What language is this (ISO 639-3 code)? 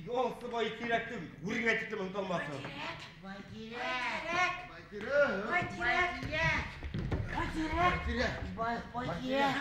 bak